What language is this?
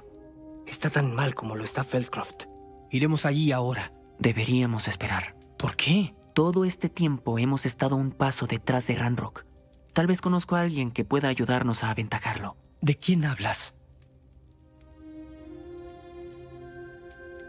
Spanish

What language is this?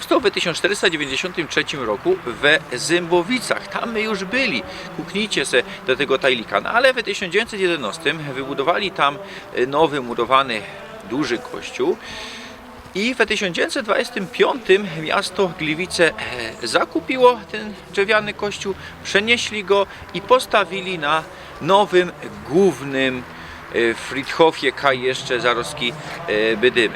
Silesian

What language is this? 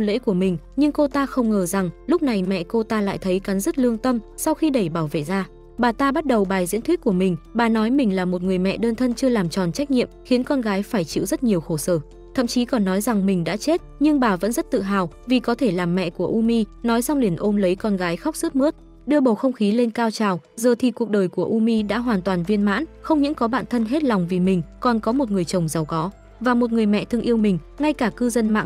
Vietnamese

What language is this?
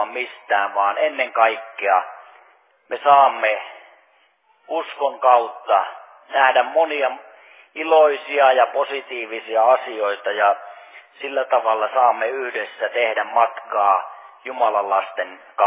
Finnish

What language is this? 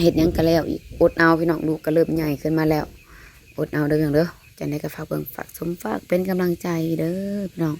Northeastern Thai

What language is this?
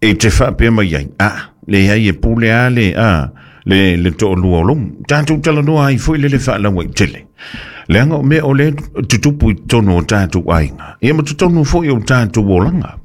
Samoan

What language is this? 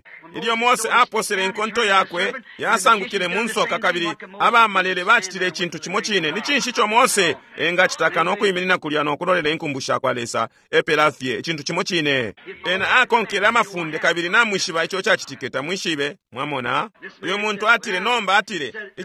Bemba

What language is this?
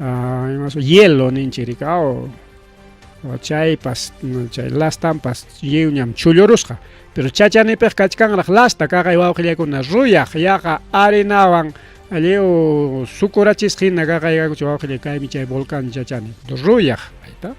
Ayacucho Quechua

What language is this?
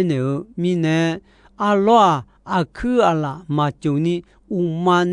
Akha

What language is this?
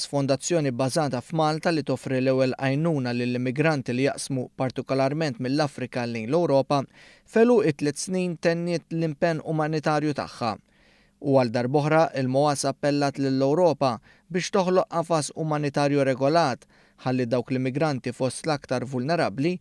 Maltese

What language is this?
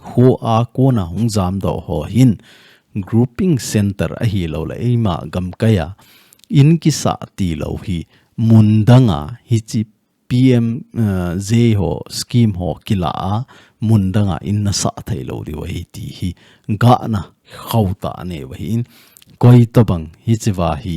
Thado Chin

